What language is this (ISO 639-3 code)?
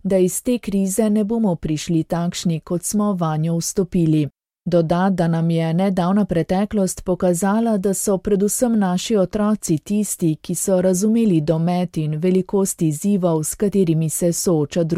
slv